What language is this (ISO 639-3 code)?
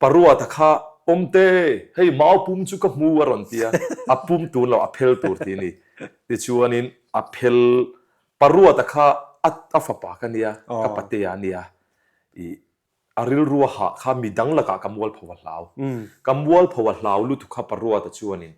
lus